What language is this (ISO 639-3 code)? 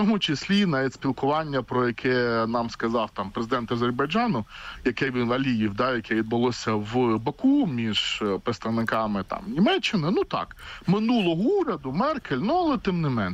ukr